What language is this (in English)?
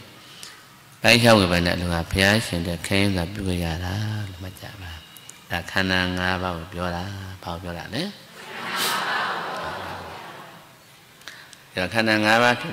Burmese